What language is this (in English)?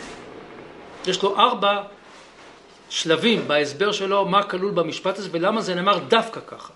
Hebrew